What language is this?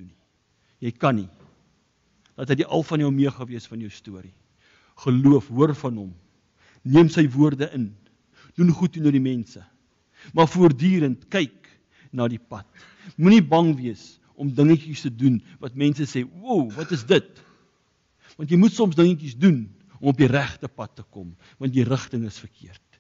Afrikaans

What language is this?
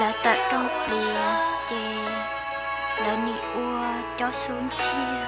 Hmong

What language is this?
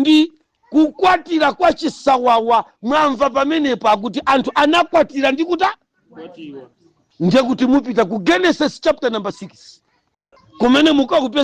Nyanja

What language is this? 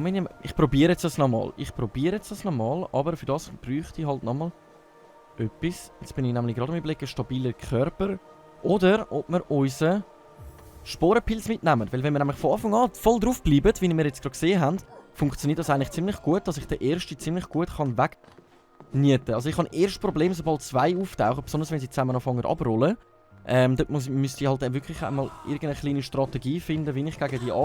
Swiss German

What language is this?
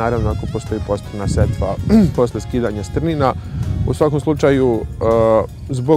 Serbian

